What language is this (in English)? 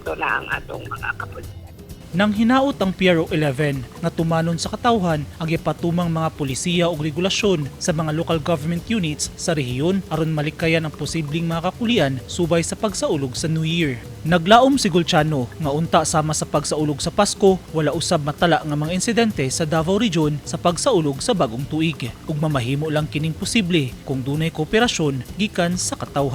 Cebuano